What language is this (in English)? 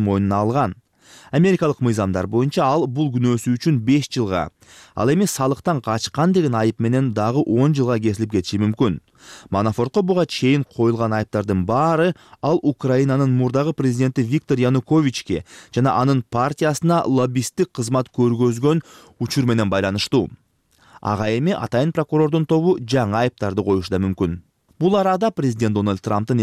Kyrgyz